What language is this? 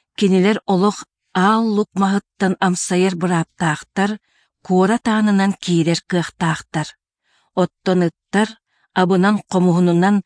Yakut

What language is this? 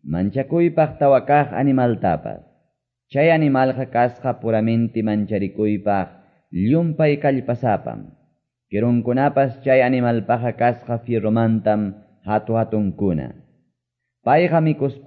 Quechua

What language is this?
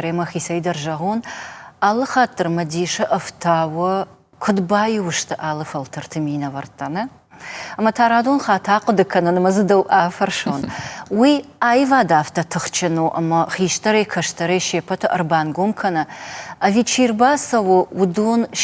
Ossetic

